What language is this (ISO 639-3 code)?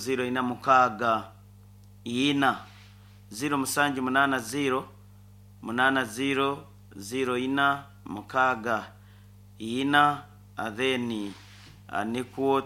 nyn